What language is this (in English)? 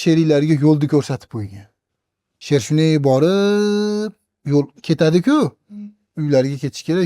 Uzbek